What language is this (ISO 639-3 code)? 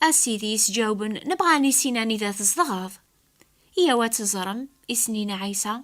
kab